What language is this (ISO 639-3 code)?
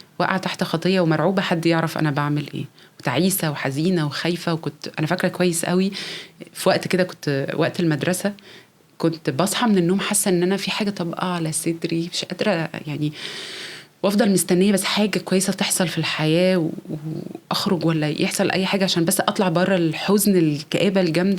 arz